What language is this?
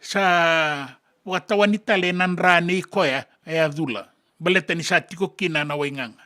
Fijian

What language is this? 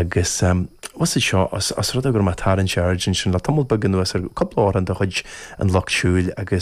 Irish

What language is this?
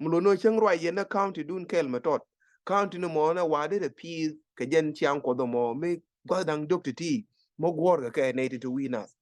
Nuer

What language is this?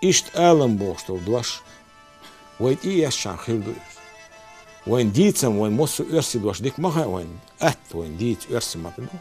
Chechen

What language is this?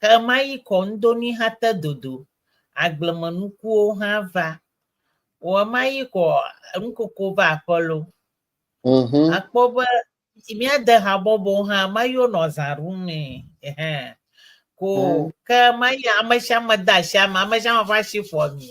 Ewe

